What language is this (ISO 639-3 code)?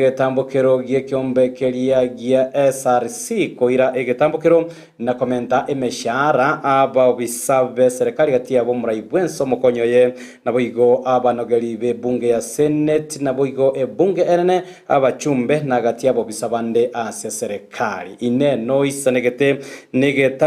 guz